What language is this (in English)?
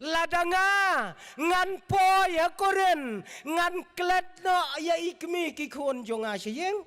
Khasi